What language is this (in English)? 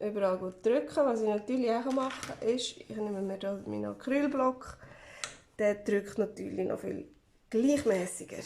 Swiss German